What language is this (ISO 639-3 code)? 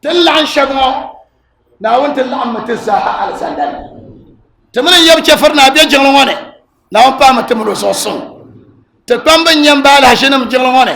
dag